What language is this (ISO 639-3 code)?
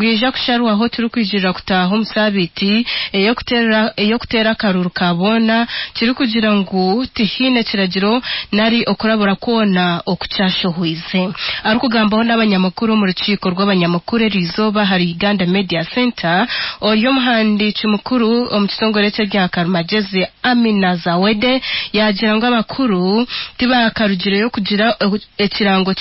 nyn